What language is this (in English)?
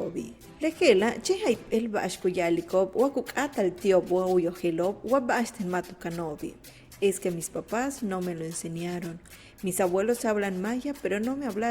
Yucateco